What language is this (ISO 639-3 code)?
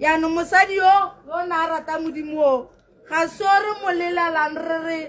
tsn